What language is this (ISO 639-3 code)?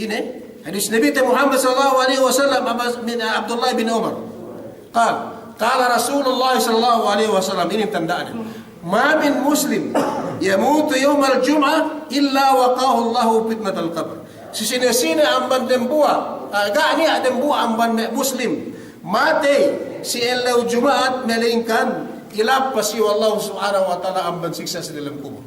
yka